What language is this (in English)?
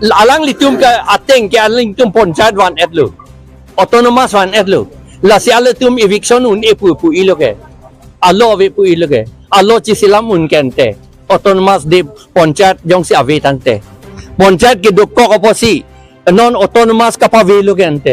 Karbi